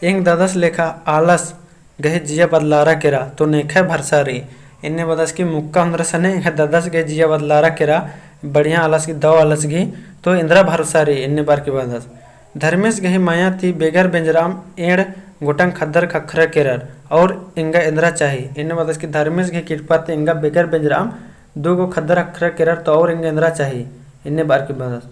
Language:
Kurukh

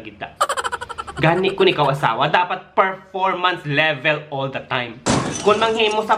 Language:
Hiligaynon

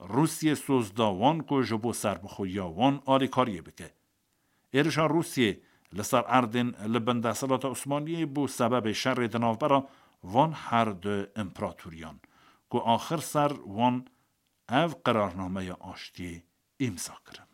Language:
Kurdish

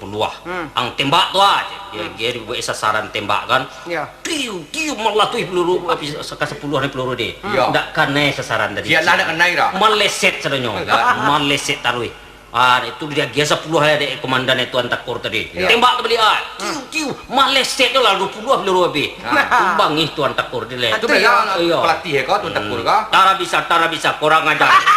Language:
Minangkabau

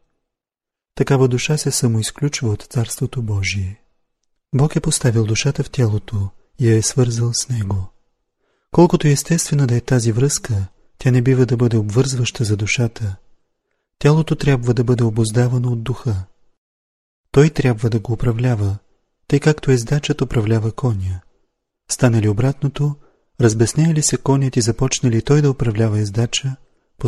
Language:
Bulgarian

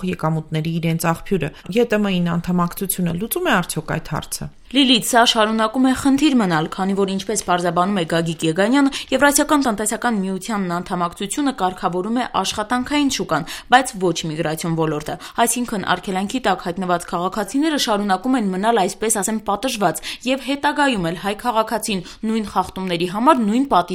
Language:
Armenian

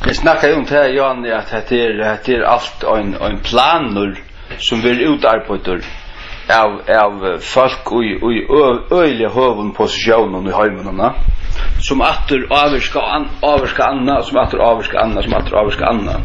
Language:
Faroese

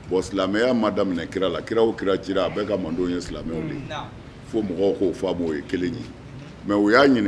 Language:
Bambara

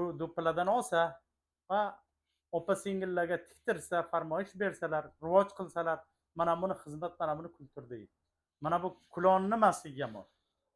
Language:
Uzbek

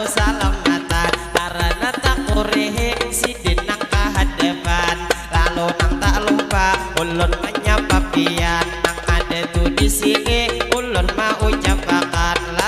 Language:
Banjar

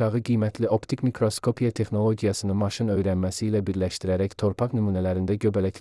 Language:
Azerbaijani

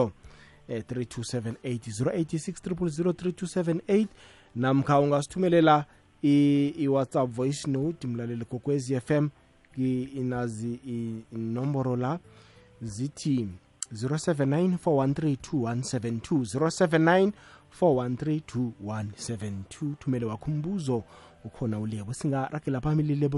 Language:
South Ndebele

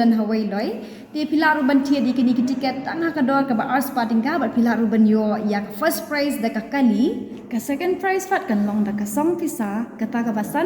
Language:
Khasi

